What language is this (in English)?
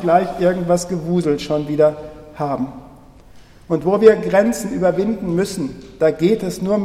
German